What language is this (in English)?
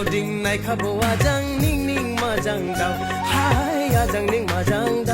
Dimasa